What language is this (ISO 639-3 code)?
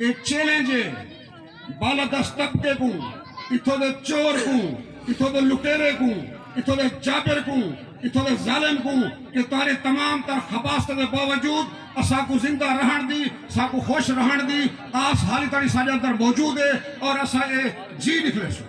skr